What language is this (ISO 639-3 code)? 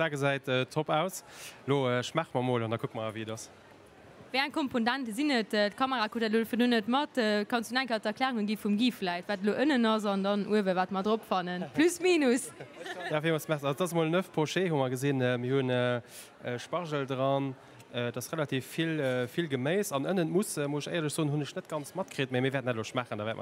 ltz